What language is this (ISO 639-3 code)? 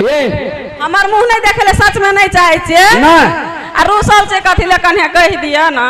mai